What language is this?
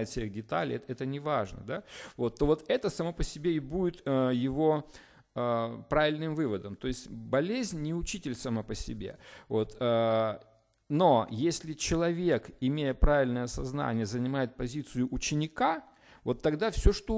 Russian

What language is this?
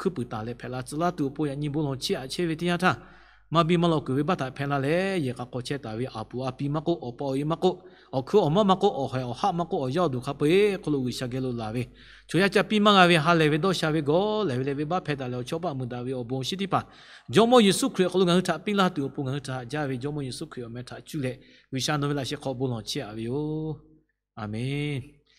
Lahu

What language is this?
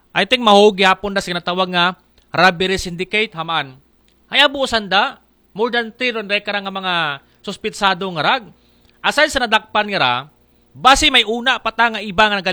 Aklanon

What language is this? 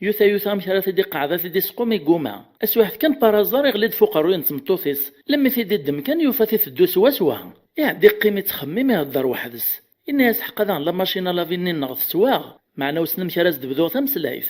Kabyle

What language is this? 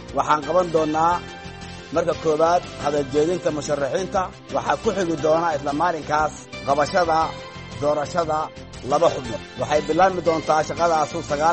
Somali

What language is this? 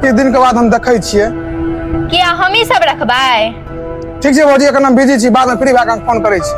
Maithili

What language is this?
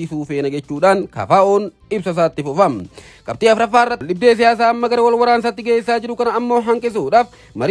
Oromo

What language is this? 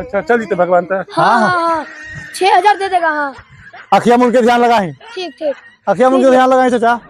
Magahi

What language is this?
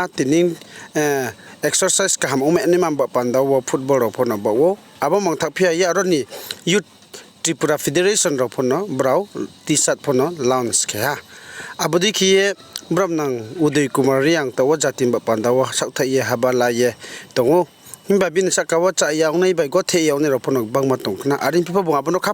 Riang (India)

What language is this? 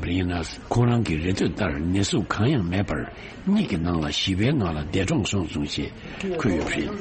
Tibetan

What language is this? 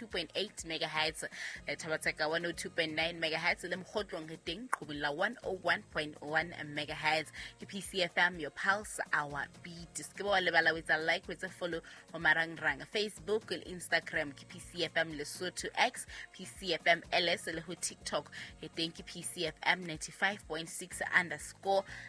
Southern Sotho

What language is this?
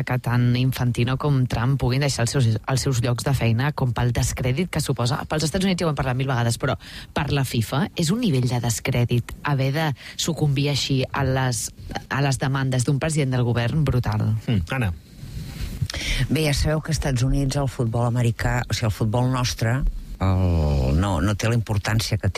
Catalan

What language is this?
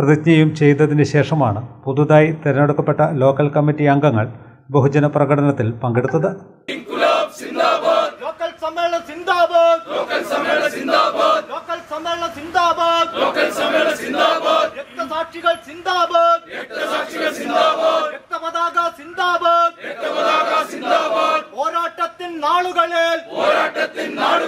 Malayalam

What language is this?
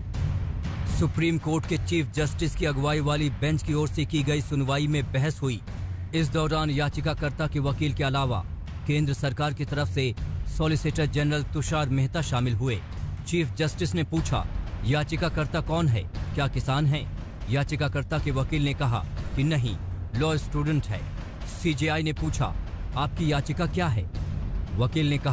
Hindi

